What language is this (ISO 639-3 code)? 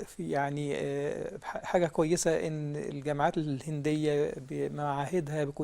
arz